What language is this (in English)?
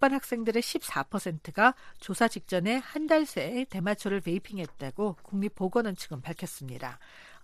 Korean